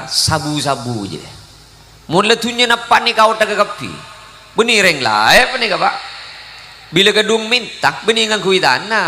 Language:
Madurese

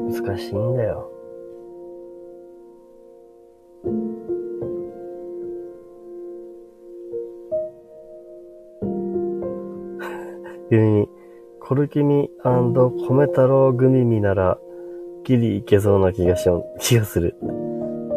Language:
Japanese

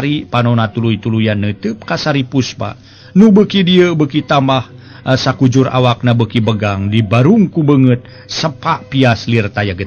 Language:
Sundanese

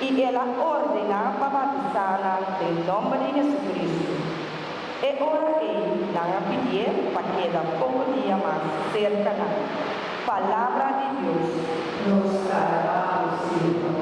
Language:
Papiamento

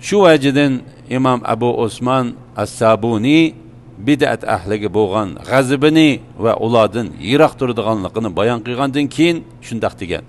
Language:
Uyghur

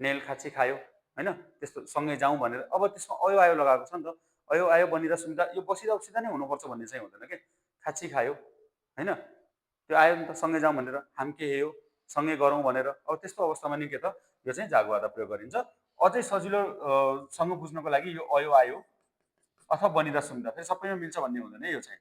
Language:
Nepali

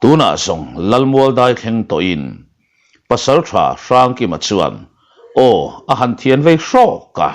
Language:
Mizo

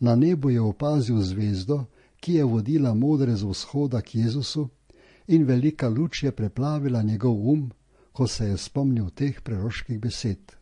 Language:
Slovenian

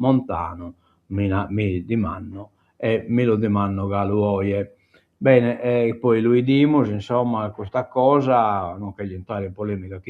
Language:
Sardinian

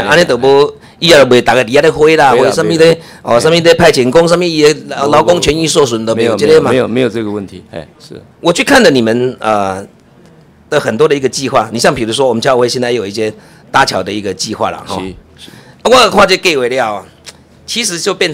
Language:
Chinese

